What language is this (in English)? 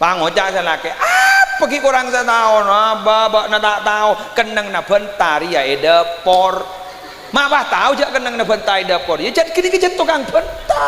Madurese